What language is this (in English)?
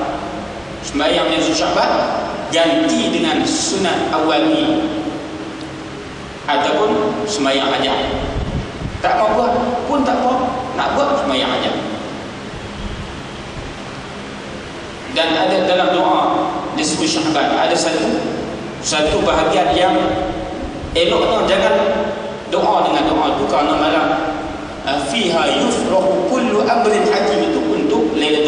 Malay